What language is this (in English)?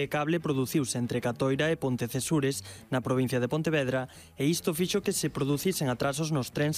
Galician